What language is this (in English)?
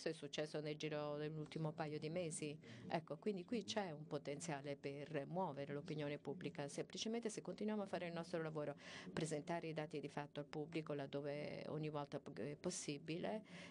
Italian